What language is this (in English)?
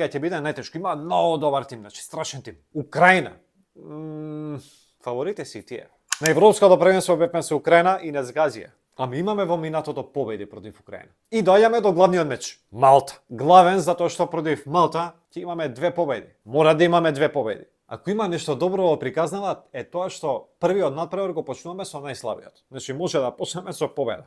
Macedonian